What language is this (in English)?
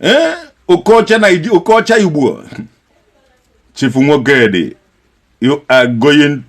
Igbo